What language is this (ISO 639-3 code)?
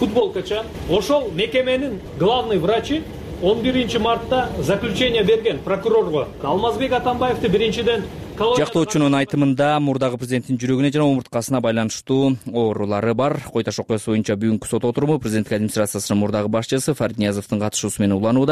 kir